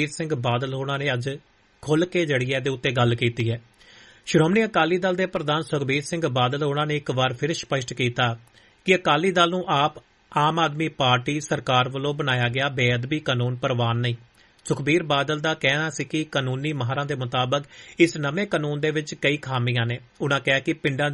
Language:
Punjabi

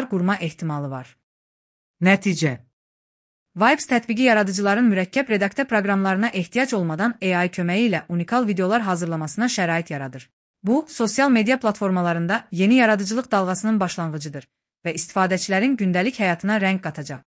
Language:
Azerbaijani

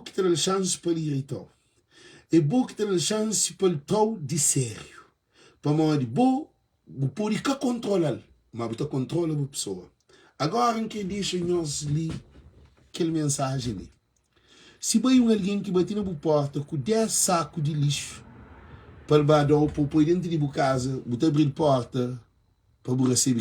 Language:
Kabuverdianu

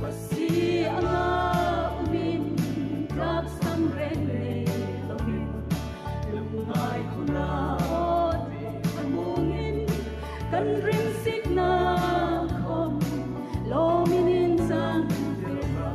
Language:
Hmar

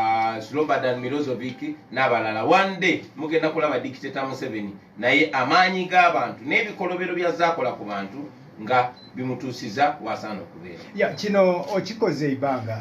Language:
Ganda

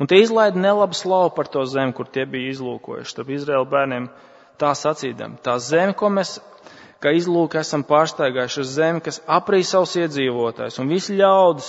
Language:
Latvian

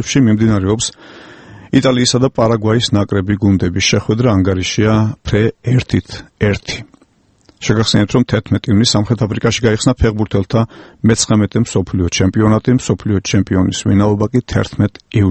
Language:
Georgian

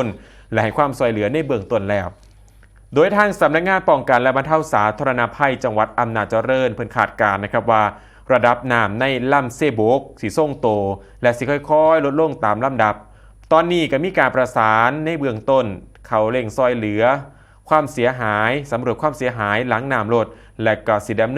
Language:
Northeastern Thai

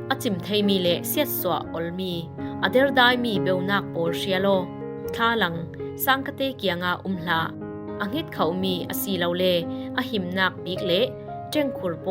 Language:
Falam Chin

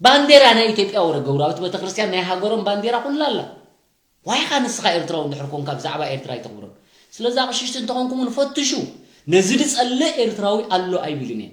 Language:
Tigrinya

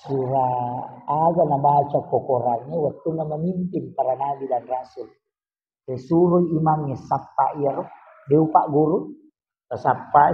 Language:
Buginese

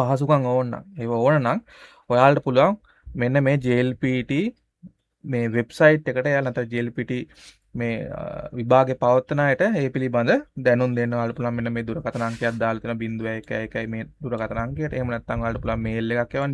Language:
Sinhala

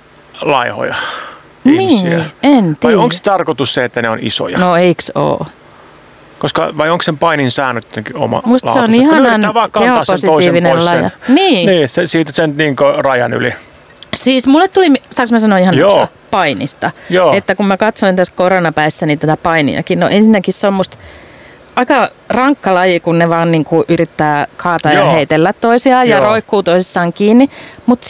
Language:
Finnish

